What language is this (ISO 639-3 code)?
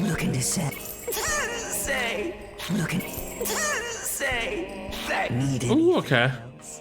cym